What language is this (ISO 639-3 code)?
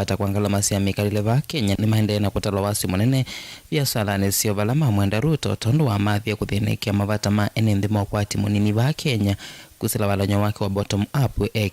kam